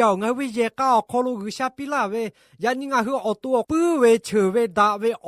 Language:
Lahu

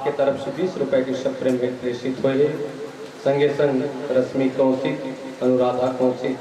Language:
Chhattisgarhi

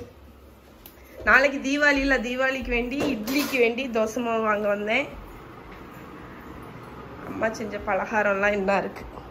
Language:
Tamil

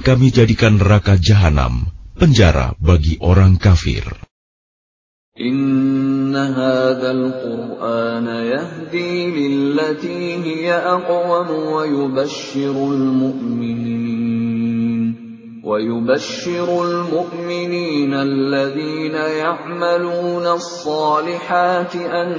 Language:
Indonesian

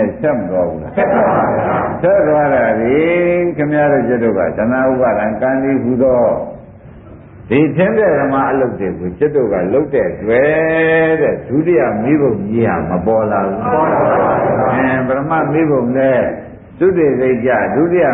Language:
Burmese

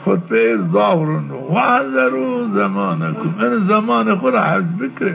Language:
Zaza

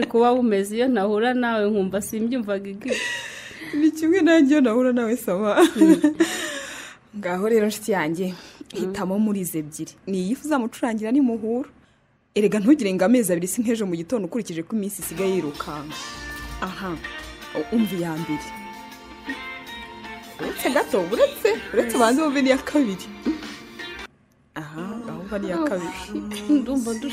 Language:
Kinyarwanda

